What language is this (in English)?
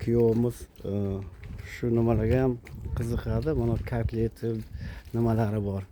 Uzbek